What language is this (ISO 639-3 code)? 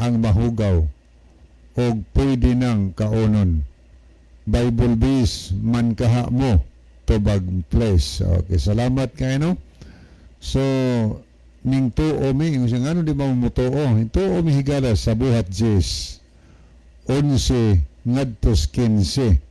ceb